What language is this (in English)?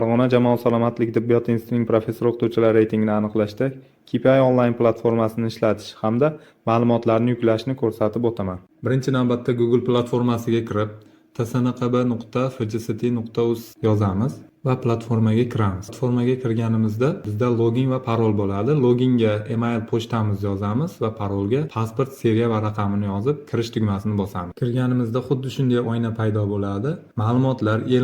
Uzbek